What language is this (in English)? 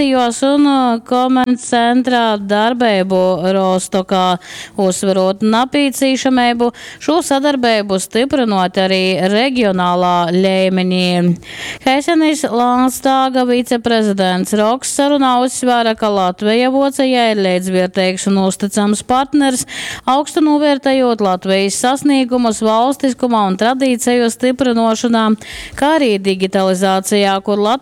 Latgalian